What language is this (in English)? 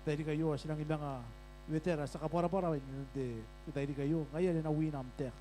Gilbertese